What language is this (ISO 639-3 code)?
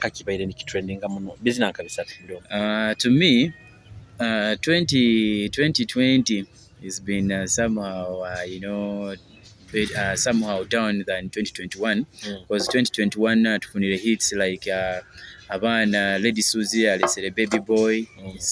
nyo